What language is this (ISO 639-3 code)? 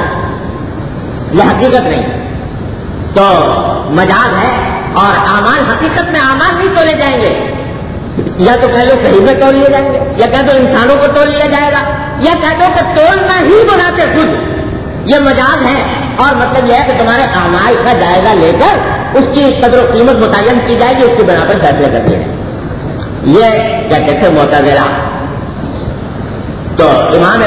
urd